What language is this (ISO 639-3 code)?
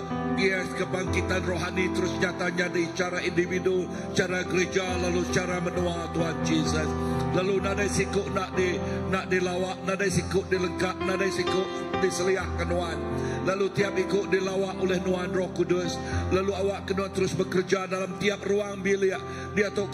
iba